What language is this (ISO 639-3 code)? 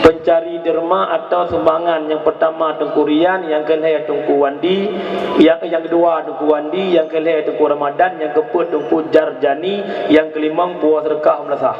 ace